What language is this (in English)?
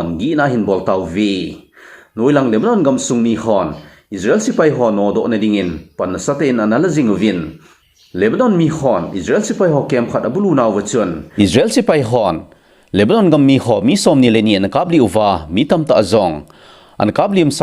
Thado Chin